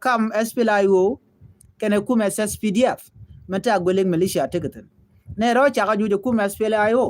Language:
Nuer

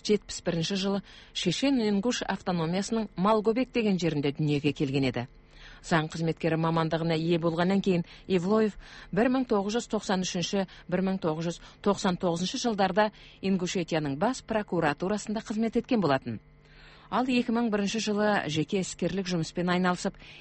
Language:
Kazakh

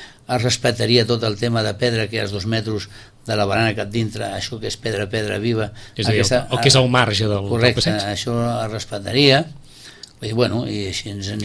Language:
Catalan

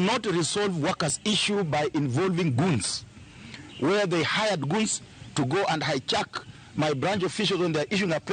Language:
Luo (Kenya and Tanzania)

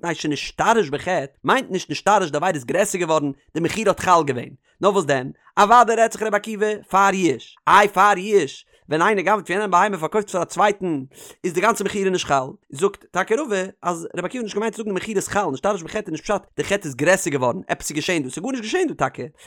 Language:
Yiddish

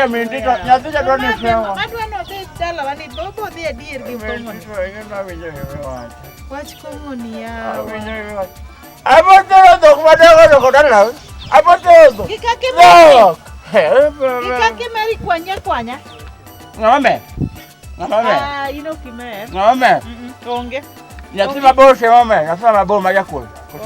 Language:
Luo (Kenya and Tanzania)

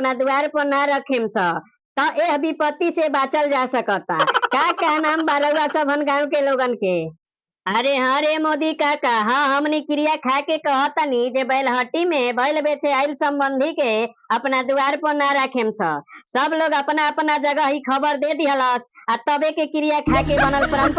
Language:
Bhojpuri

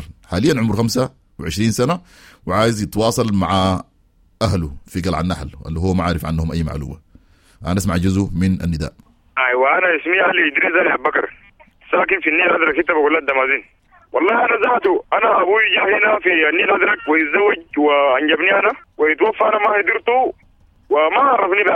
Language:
Sudanese Arabic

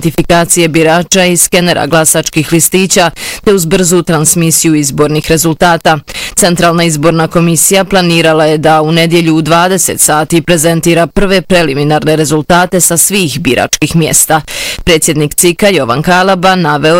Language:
Bosnian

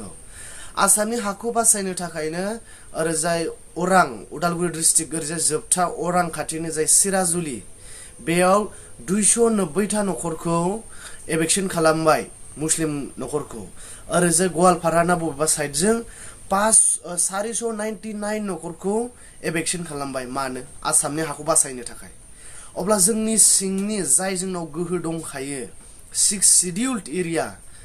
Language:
Bodo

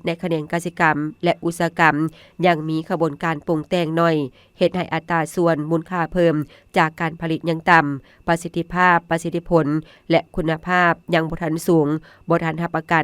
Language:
Lao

